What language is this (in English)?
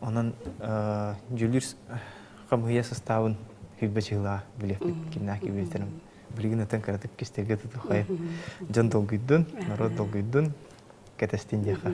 Yakut